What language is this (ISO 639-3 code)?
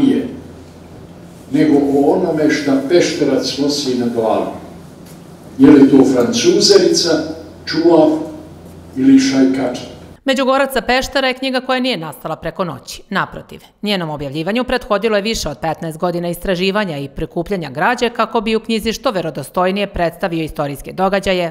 srp